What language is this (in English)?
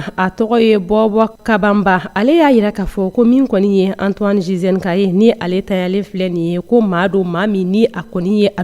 Bambara